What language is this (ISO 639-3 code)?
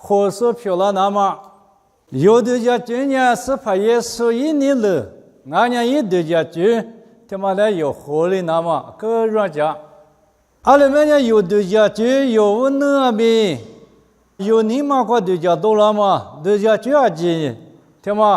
lis